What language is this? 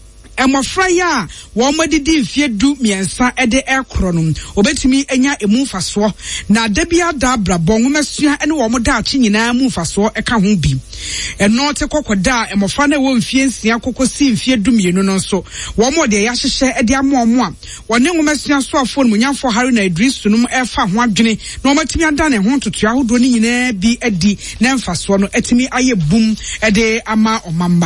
Akan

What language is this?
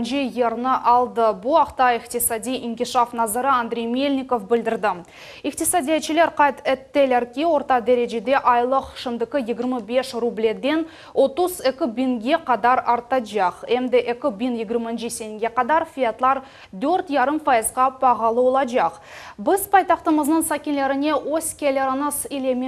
Crimean Tatar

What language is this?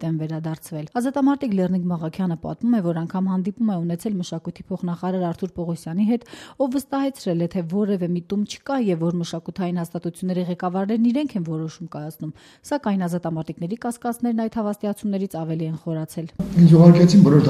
Armenian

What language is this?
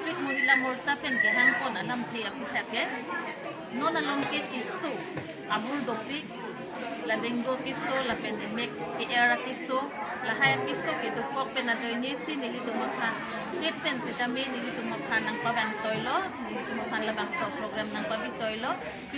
Karbi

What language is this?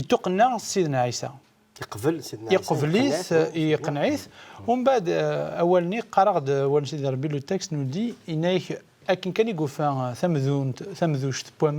Kabyle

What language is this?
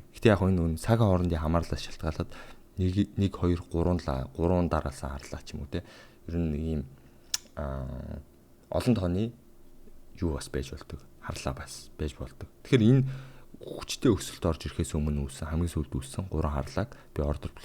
Mongolian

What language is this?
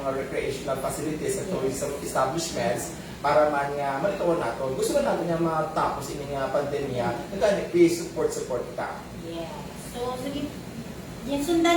Hiligaynon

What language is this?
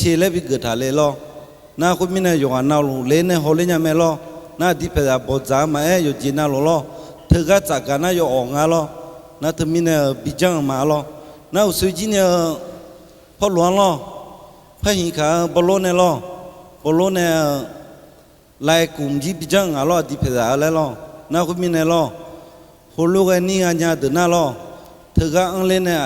Akha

